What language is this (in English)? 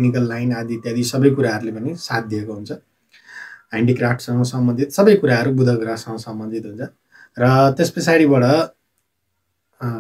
Nepali